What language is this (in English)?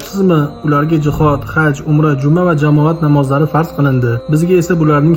Uzbek